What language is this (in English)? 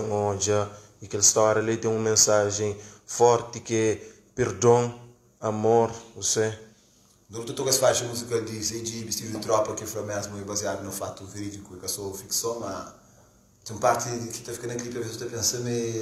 Kabuverdianu